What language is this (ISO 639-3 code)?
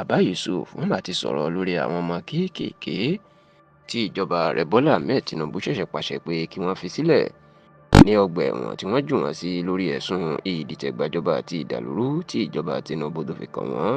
yor